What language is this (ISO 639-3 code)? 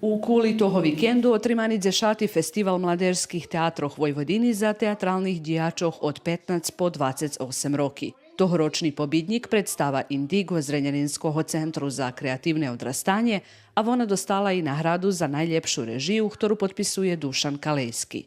rue